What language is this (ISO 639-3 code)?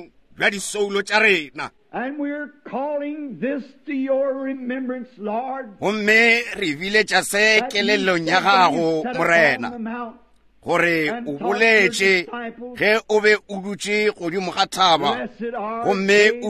nso